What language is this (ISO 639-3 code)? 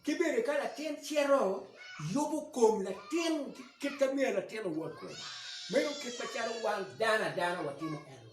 ach